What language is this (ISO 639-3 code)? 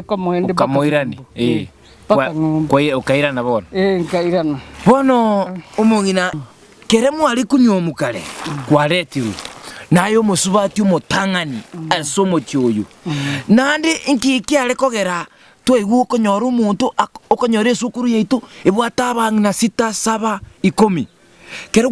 guz